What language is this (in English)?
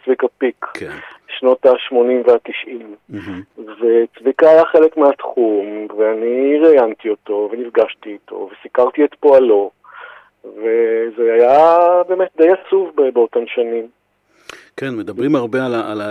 Hebrew